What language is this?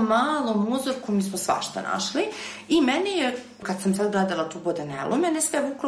Serbian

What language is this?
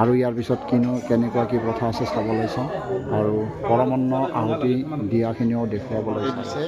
Assamese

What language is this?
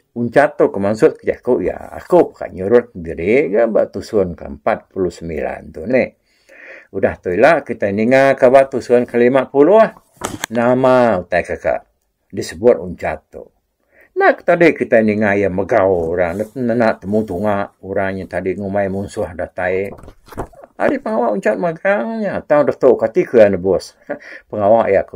Iban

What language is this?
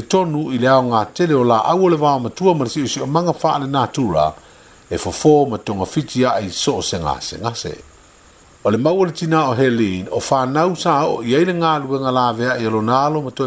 Samoan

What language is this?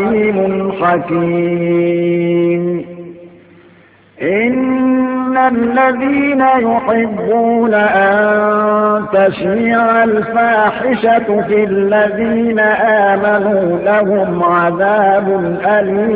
Arabic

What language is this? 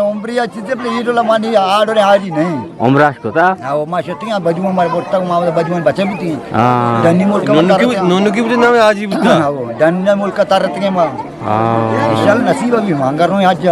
Eastern Balochi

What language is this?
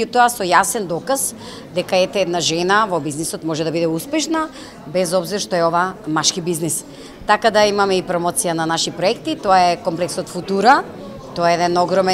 Macedonian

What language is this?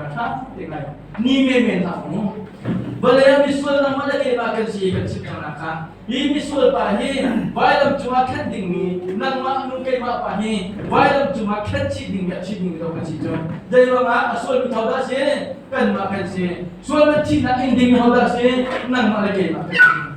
Hakha Chin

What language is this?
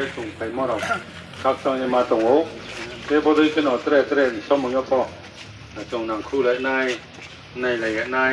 Riang (India)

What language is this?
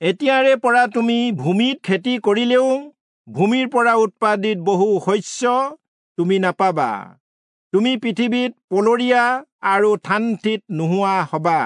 Assamese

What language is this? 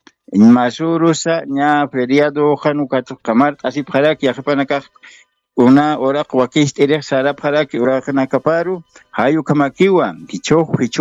Aymara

